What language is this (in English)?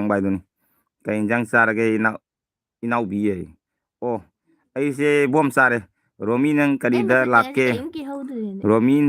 Manipuri